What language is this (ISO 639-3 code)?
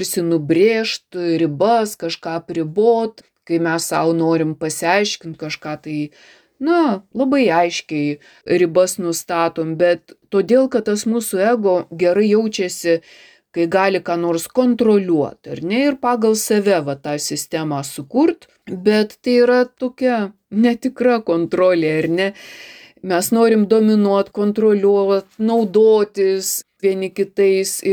lit